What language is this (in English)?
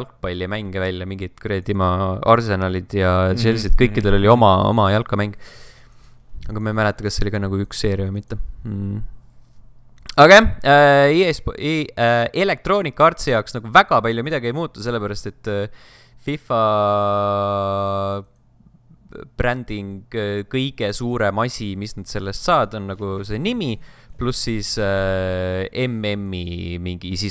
Estonian